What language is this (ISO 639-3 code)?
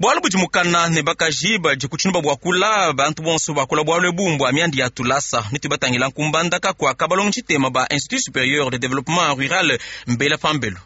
lua